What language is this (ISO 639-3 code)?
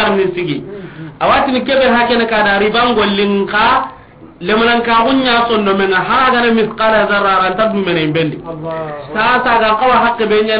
snk